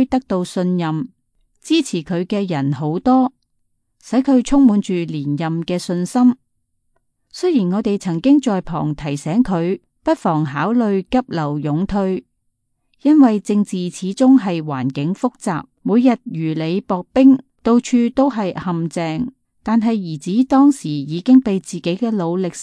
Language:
Cantonese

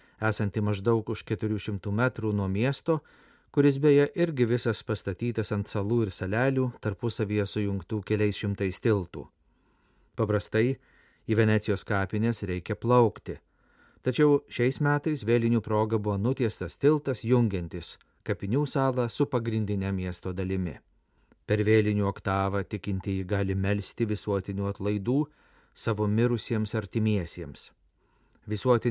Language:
Lithuanian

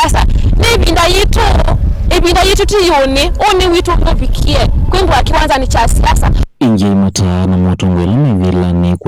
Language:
Kamba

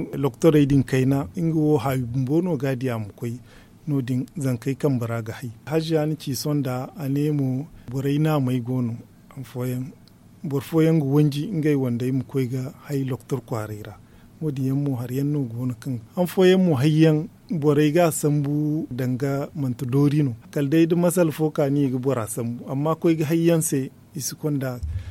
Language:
Zarma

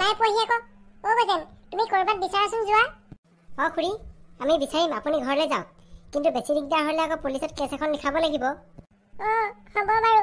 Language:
Assamese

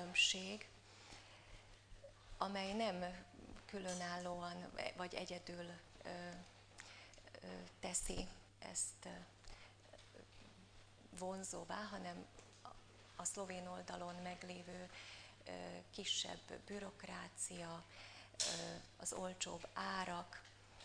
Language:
Hungarian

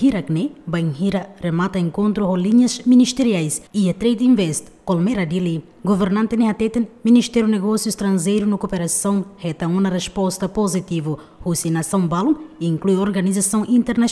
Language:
Tetum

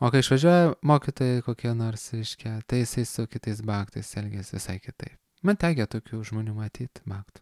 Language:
Lithuanian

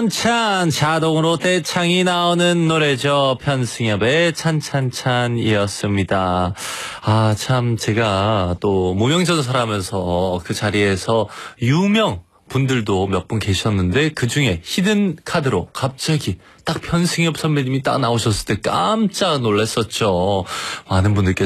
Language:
Korean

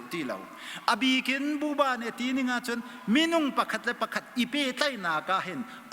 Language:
Hakha Chin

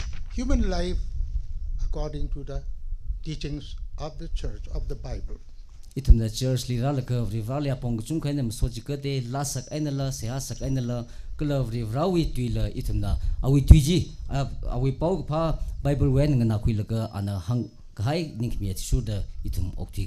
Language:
Tangkhul Naga (India)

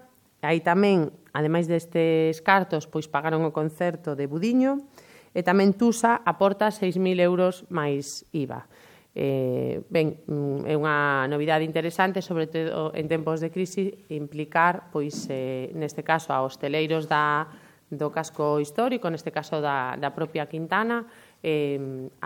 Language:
Galician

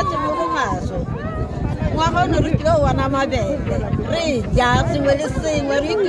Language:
Tswana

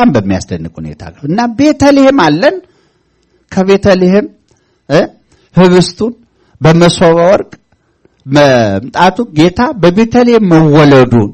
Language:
Amharic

